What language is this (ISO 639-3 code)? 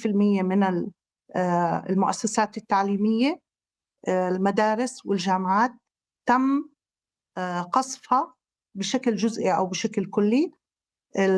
apc